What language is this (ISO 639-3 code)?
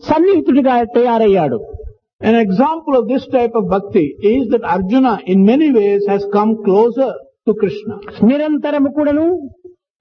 tel